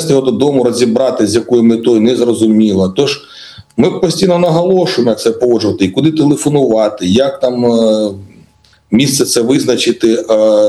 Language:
Ukrainian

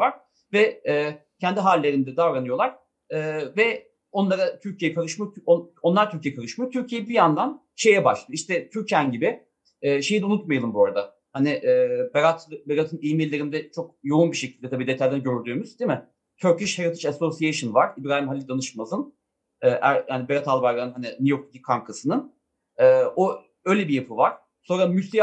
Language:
Turkish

